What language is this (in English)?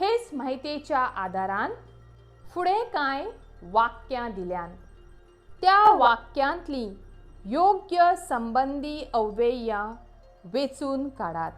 Konkani